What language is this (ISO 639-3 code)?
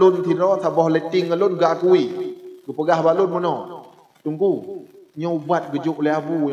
ace